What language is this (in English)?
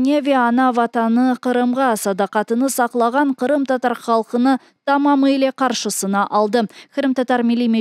Crimean Tatar